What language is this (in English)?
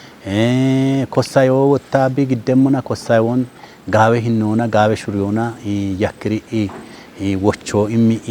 Kafa